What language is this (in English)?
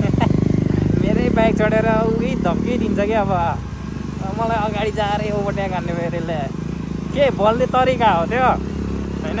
Nepali